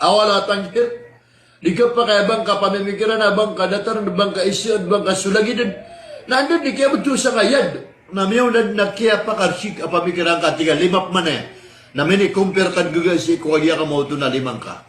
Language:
Maranao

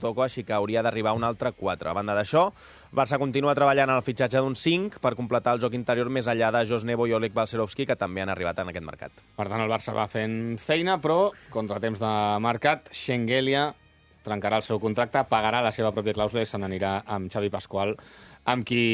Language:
Catalan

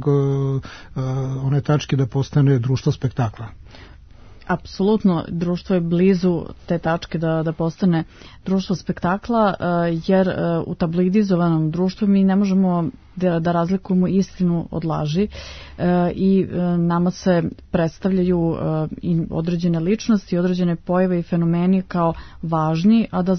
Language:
Serbian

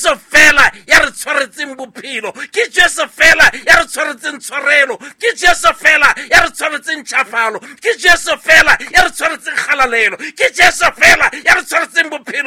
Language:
Southern Sotho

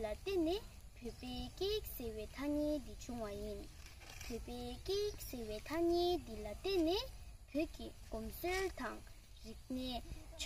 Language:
Tibetan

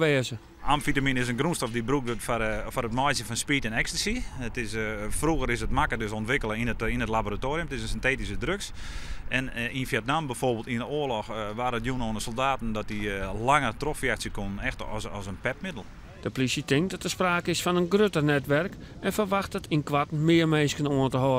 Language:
Western Frisian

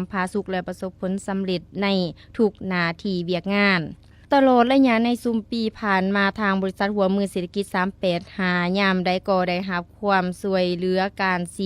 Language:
Lao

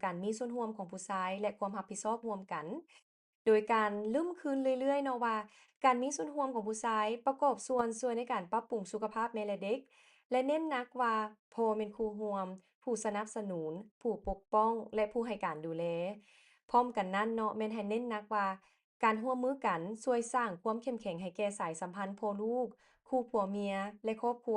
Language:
Lao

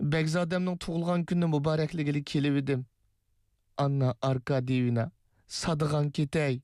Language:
Uyghur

